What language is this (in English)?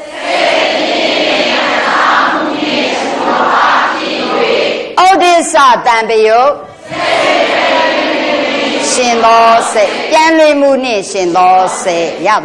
Burmese